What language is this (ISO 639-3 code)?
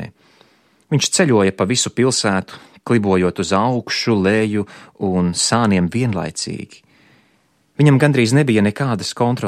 lav